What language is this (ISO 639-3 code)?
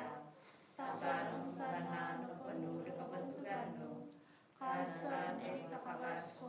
dtp